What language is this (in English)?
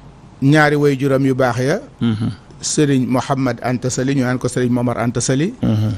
Wolof